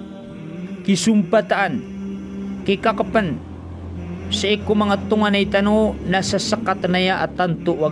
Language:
Maranao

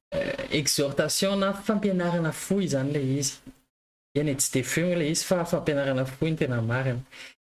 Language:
Malagasy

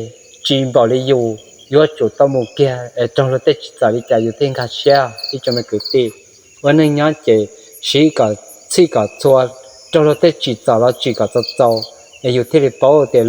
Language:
Hmong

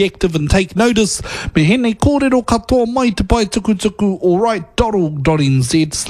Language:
Māori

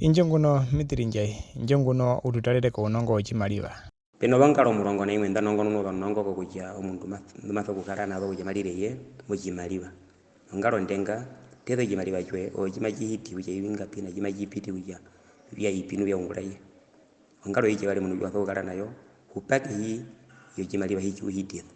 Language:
Herero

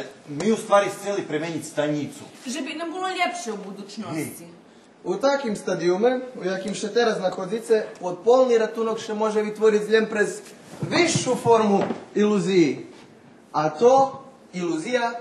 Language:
Rusyn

